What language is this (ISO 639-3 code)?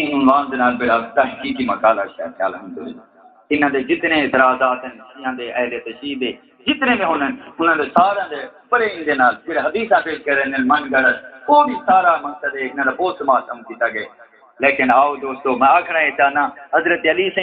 skr